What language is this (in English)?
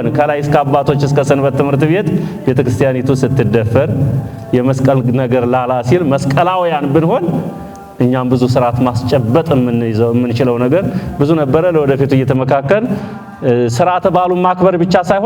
Amharic